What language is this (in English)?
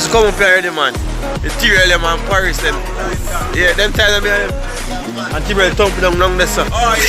Jamaican Creole English